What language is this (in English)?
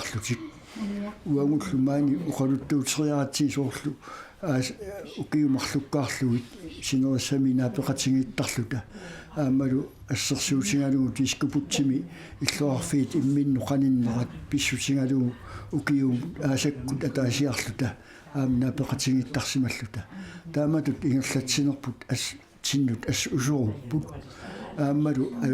Kalaallisut